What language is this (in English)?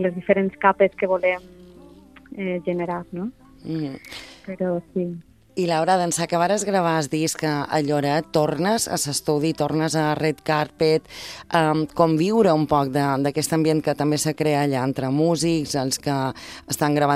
Catalan